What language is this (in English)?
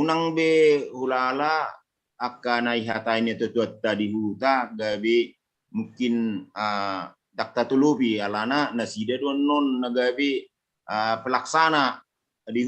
Batak Toba